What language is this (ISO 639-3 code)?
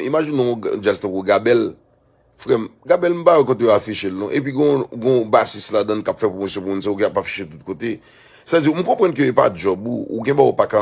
hat